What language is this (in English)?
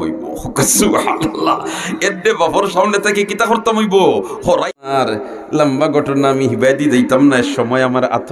Sylheti